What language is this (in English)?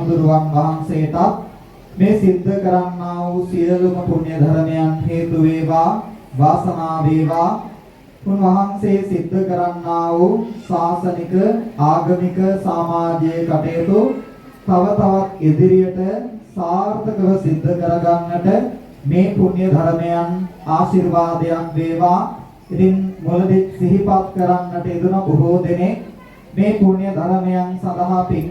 Sinhala